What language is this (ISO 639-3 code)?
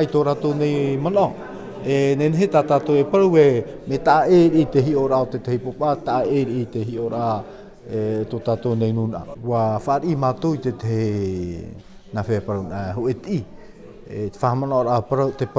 tah